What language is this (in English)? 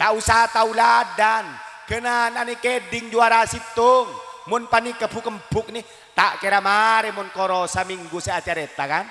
Madurese